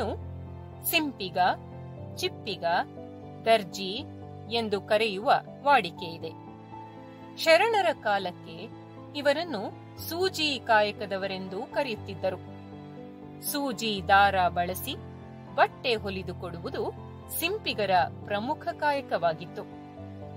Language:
Kannada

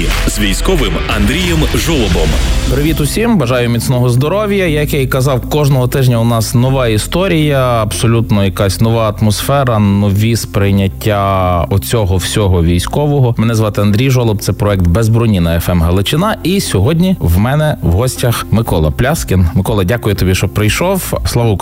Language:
Ukrainian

